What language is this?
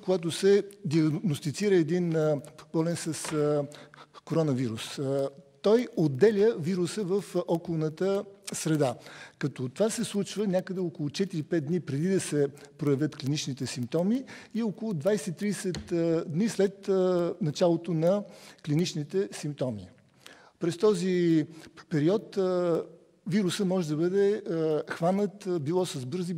Bulgarian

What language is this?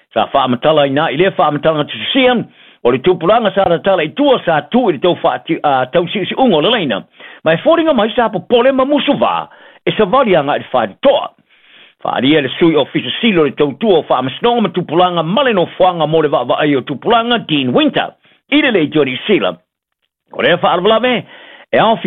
Samoan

